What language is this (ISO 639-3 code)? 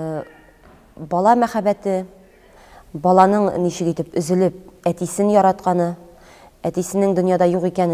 tat